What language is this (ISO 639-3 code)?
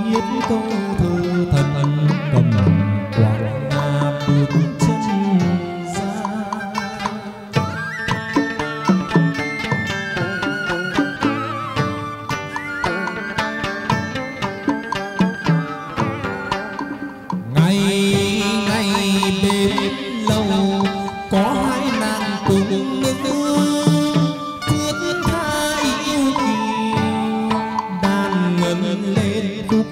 vie